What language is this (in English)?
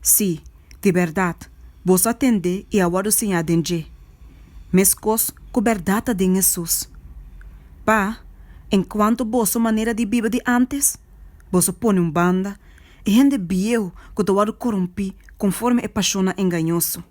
Papiamento